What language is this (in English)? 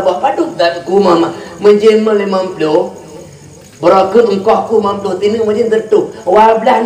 Achinese